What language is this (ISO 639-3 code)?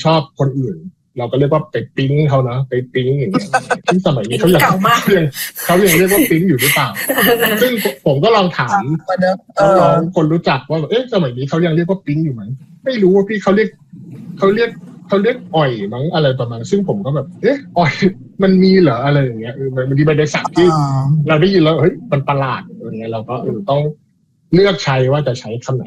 tha